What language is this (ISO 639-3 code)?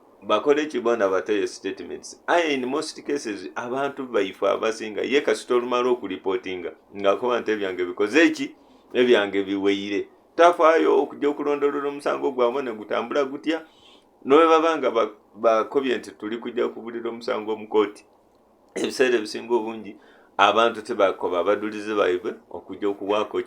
lug